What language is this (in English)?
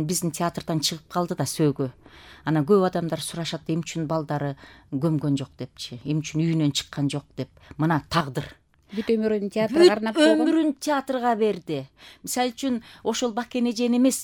Kyrgyz